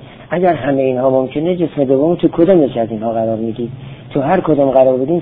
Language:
Persian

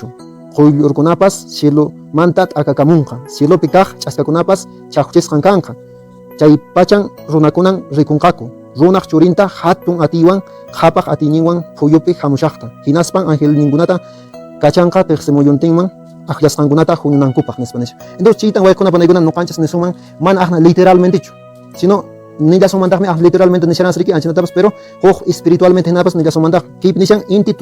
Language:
Quechua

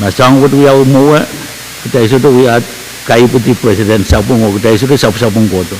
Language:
Pohnpeian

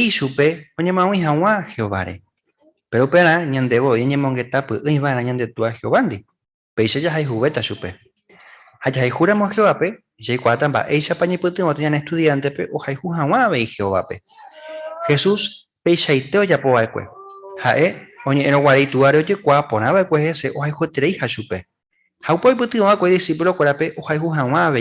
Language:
Guarani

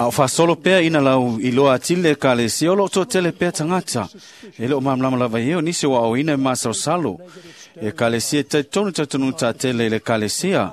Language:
Samoan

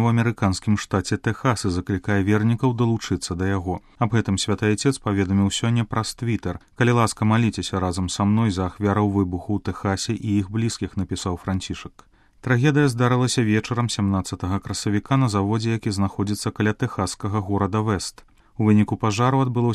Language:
Belarusian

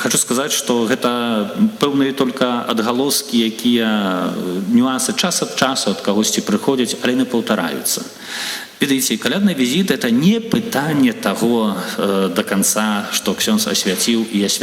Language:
Belarusian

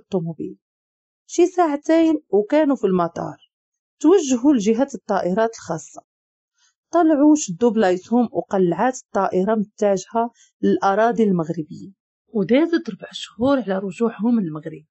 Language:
Moroccan Arabic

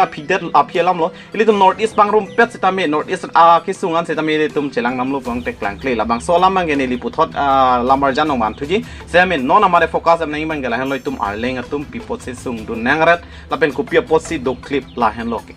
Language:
Karbi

